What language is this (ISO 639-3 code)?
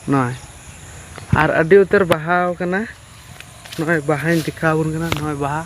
sat